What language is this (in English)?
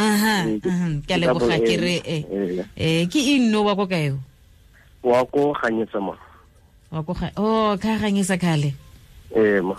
Tswana